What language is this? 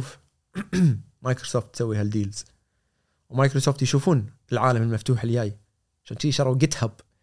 Gulf Arabic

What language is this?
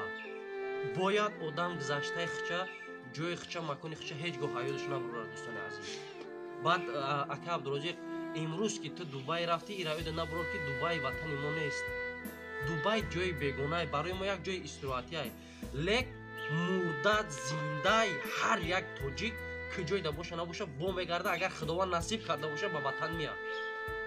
Tajik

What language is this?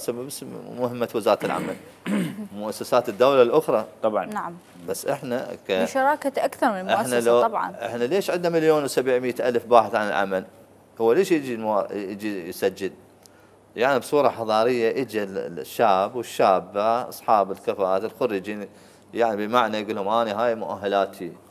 Mesopotamian Arabic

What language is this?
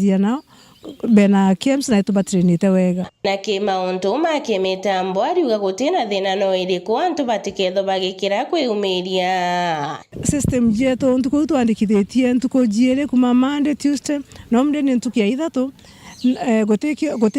Meru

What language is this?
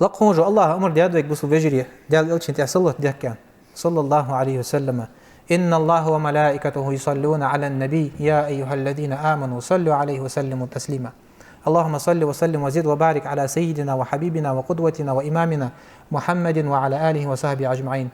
Ingush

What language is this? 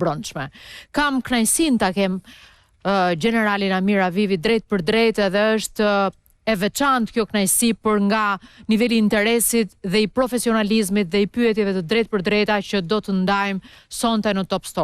Albanian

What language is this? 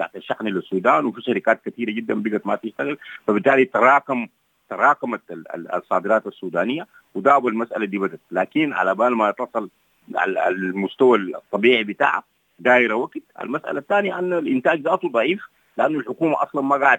Sudanese Arabic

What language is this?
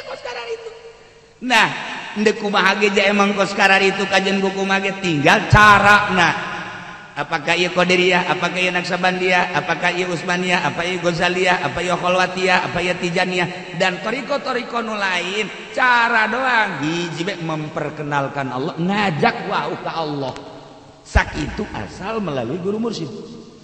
Sundanese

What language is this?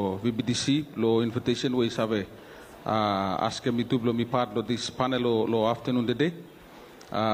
Bislama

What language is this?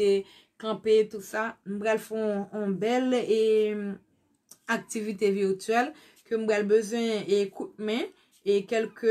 Haitian Creole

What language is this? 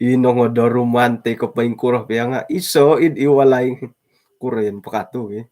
Central Dusun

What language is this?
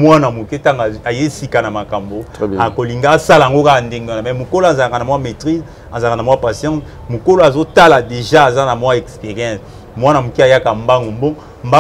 Lingala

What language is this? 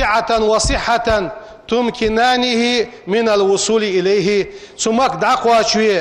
Ingush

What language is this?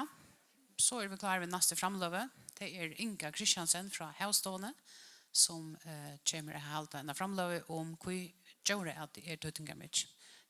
Faroese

